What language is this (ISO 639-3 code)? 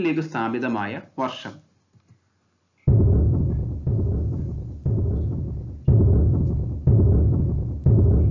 mal